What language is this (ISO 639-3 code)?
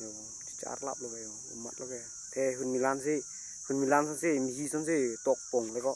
mjw